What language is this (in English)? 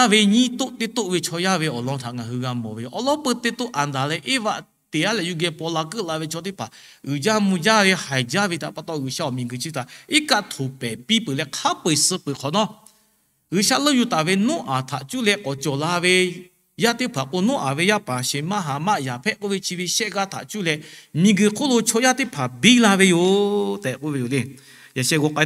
Lahu